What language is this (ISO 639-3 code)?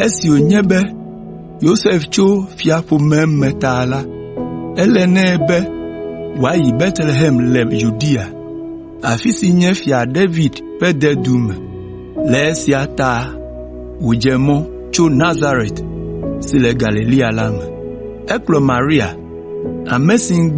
ewe